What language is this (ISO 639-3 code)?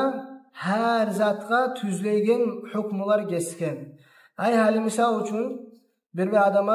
kum